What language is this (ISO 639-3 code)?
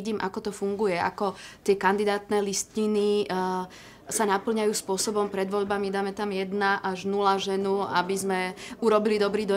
slk